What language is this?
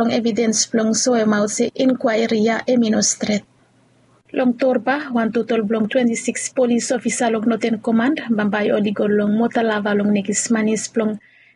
Bislama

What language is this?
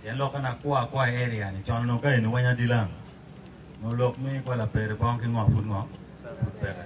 Acoli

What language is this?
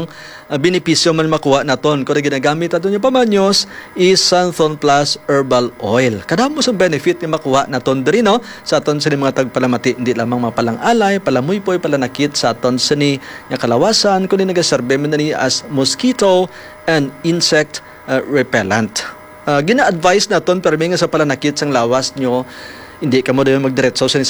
Hiligaynon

